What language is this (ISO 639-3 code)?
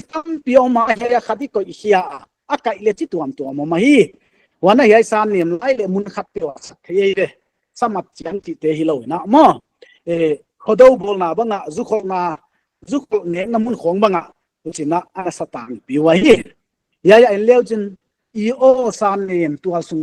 pck